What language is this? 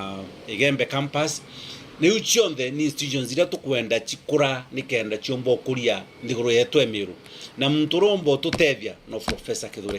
Meru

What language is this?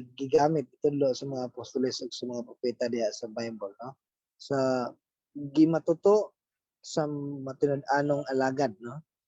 Cebuano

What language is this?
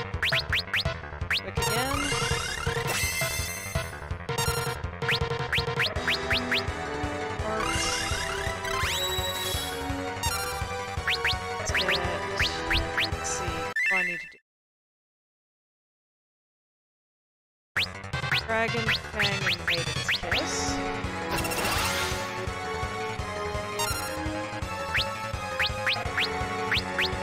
English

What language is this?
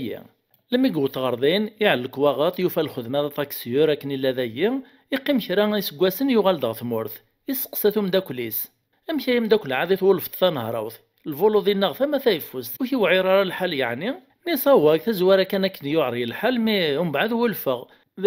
Kabyle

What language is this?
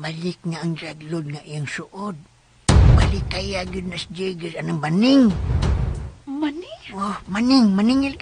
Cebuano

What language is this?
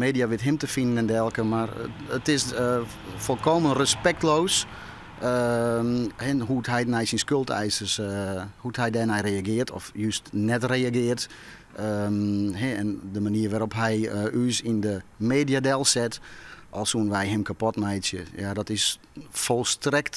Western Frisian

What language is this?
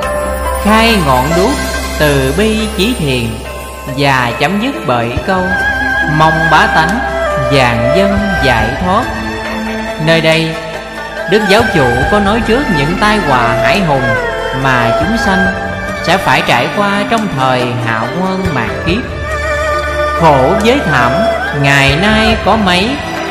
Vietnamese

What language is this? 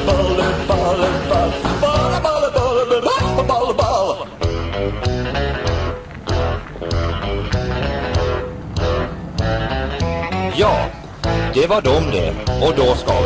Swedish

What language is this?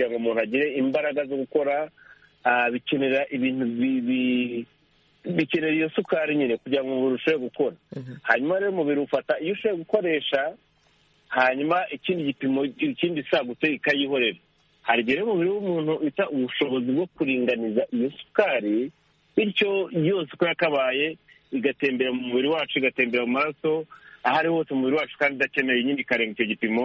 Kinyarwanda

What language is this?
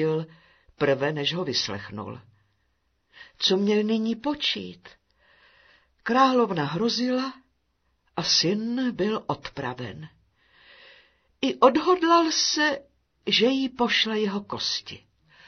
Czech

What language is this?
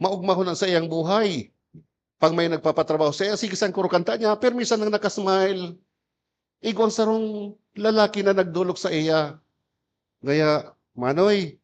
Bikol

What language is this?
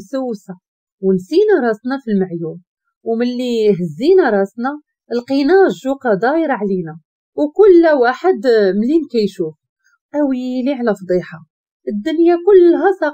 Moroccan Arabic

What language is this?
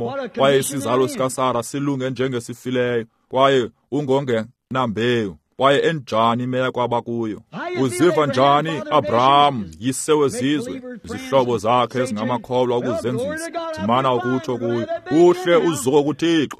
Xhosa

